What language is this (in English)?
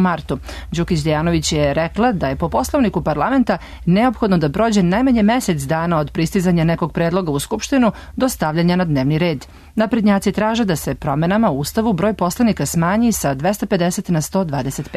Serbian